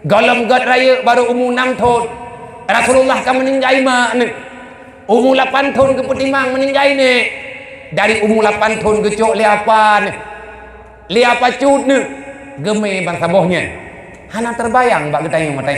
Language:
Achinese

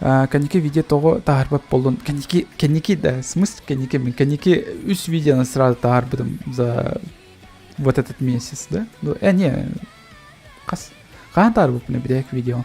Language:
Yakut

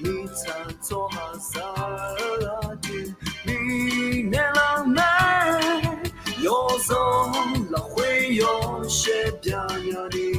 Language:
Akha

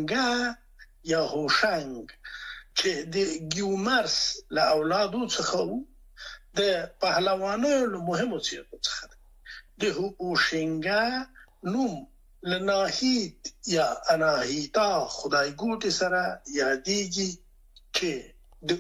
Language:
Pashto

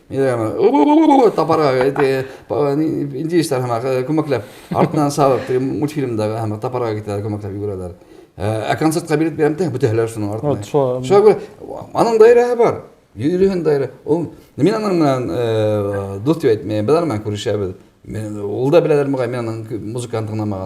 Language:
Bashkir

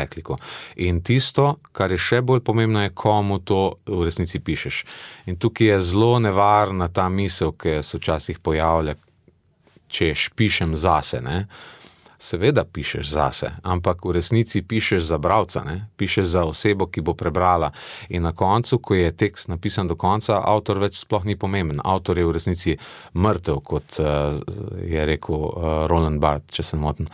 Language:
Slovenian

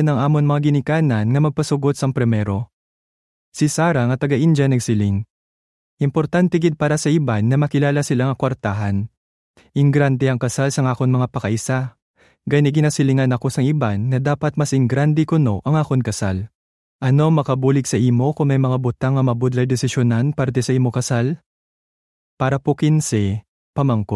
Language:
Hiligaynon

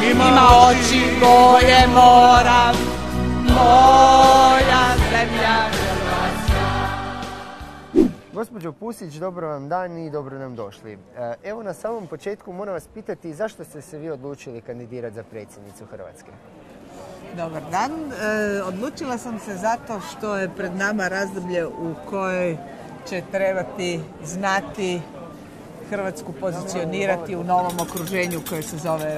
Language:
Croatian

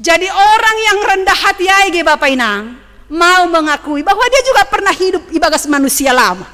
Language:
Batak Simalungun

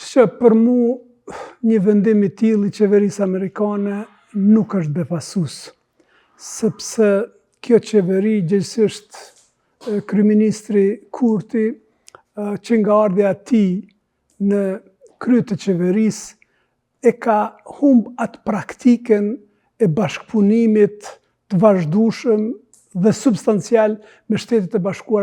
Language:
Albanian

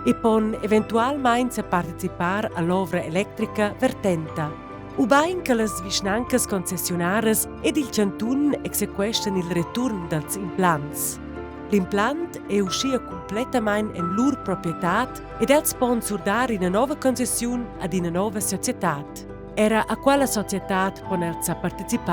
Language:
Romansh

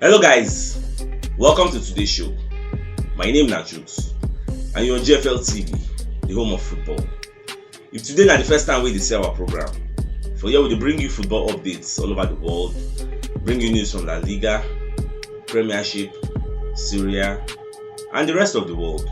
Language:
Nigerian Pidgin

